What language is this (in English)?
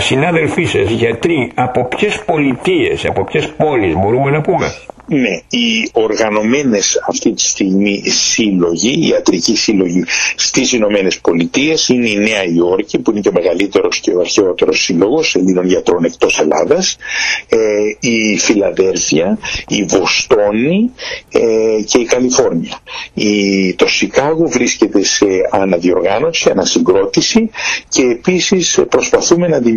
Greek